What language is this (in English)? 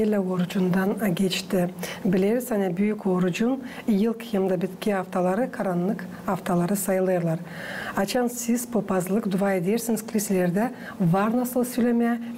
Gagauz